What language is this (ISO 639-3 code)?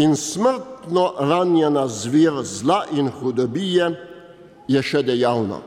slv